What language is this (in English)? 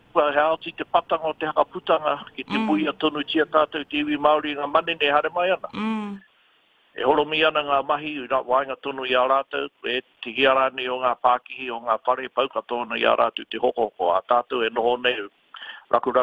Māori